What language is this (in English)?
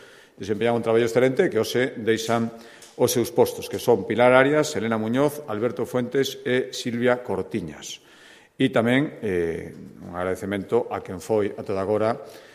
Galician